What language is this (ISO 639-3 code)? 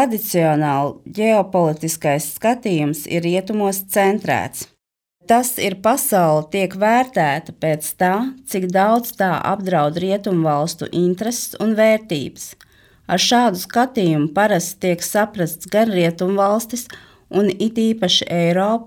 lav